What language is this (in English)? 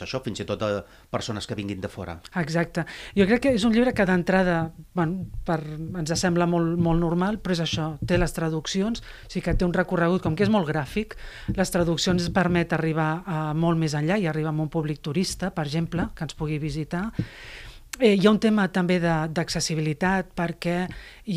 Catalan